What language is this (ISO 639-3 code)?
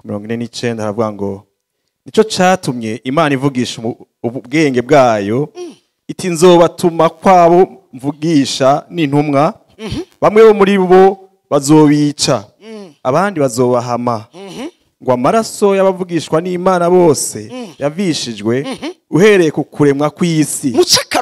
run